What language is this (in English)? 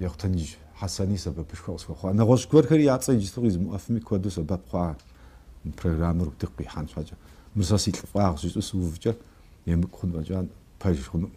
Kabardian